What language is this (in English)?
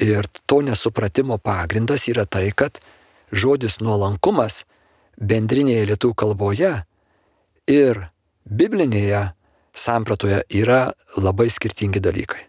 Lithuanian